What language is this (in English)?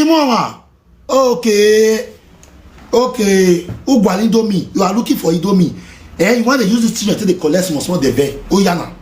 Nigerian Pidgin